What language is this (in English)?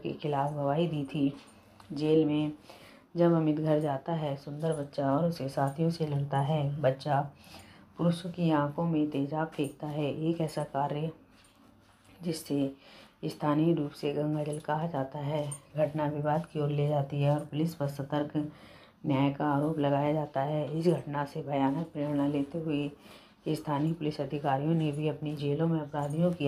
Hindi